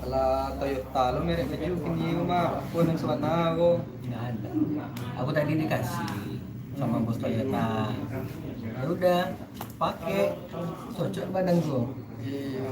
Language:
Minangkabau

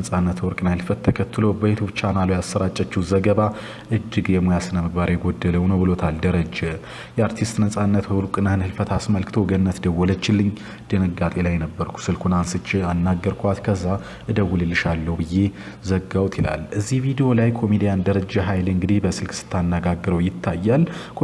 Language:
Amharic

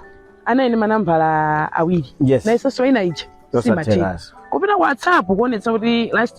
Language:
Nyanja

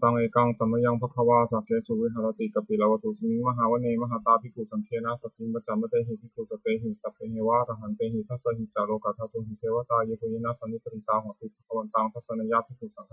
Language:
Pali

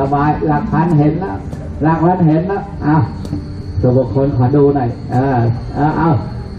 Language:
Thai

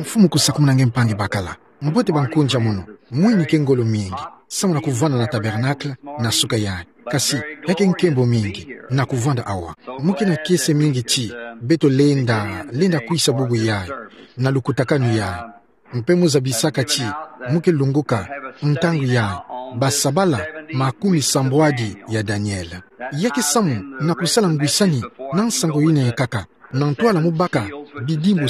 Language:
Kituba (Democratic Republic of Congo)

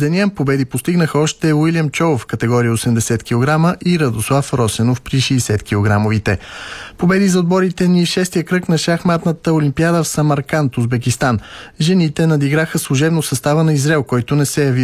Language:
Bulgarian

